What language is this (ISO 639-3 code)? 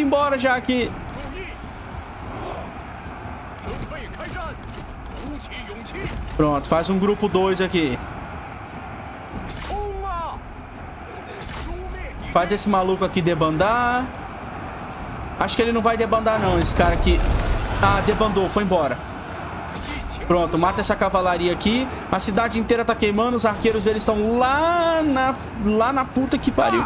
por